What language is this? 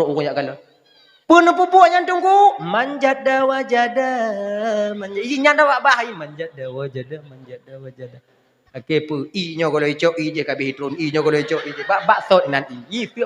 Achinese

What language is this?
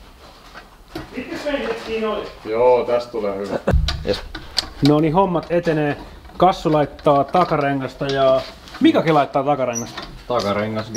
Finnish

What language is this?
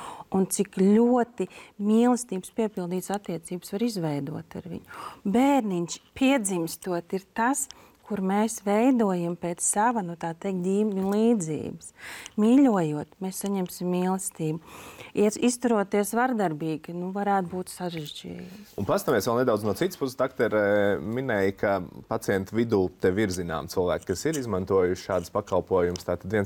Latvian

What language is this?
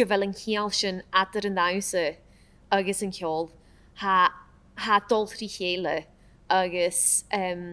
Scottish Gaelic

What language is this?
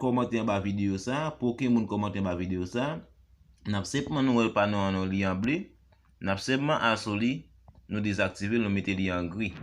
Haitian Creole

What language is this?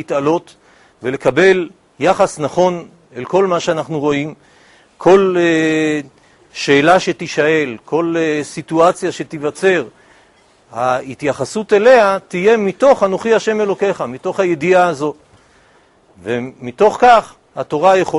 Hebrew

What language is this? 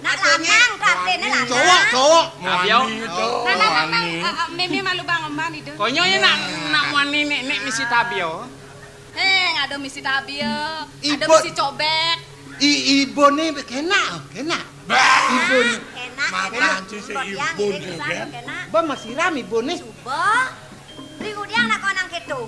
Balinese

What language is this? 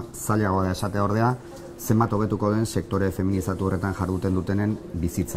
Basque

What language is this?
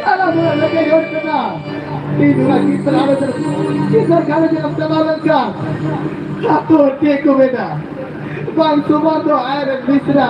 Santali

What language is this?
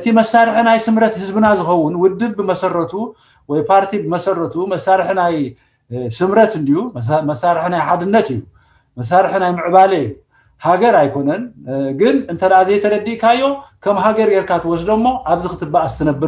Tigrinya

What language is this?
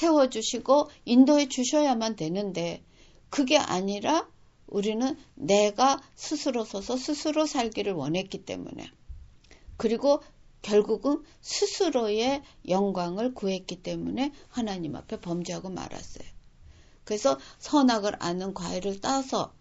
Korean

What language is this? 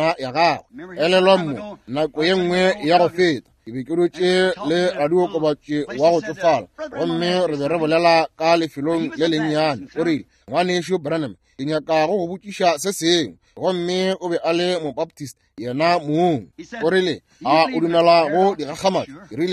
Northern Sotho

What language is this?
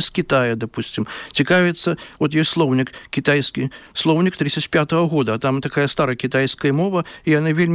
Belarusian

